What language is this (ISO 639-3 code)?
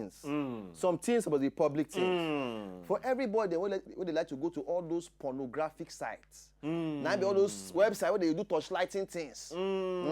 pcm